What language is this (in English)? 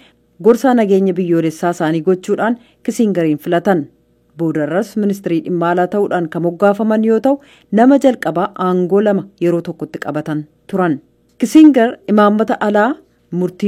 Oromo